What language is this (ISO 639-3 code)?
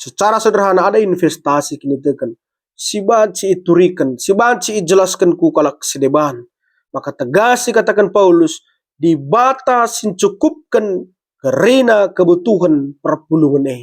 btx